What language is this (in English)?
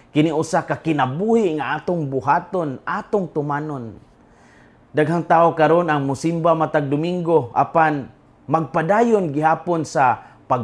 Cebuano